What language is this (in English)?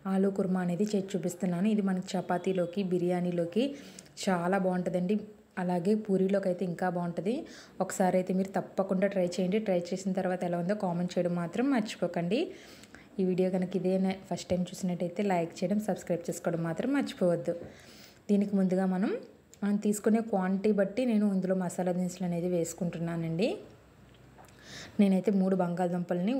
Telugu